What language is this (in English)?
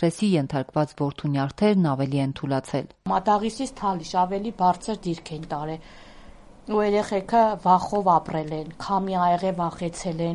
Armenian